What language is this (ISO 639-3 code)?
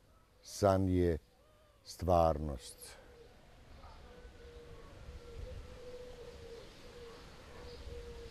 srp